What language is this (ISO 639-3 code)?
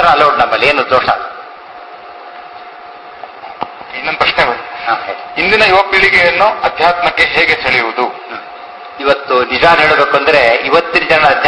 kan